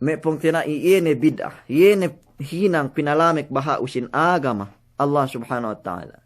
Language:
Yakan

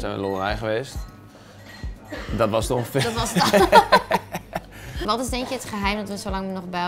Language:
Dutch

